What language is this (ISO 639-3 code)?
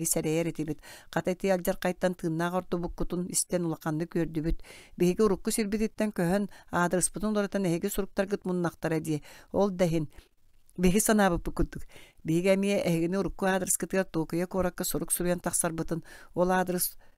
sah